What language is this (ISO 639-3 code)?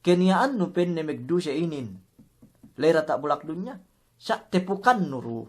yka